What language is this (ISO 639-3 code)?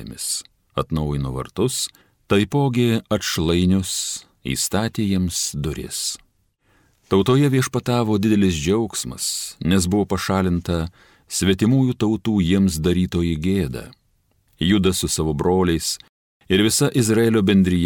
lit